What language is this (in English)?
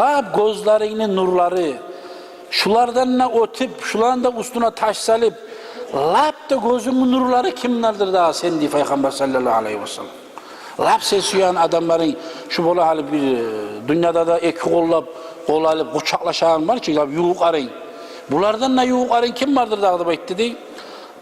Kumyk